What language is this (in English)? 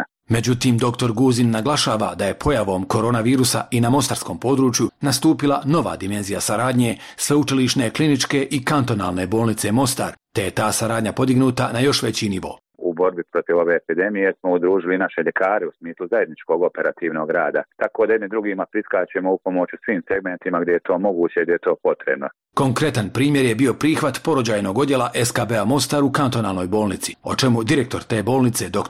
Bosnian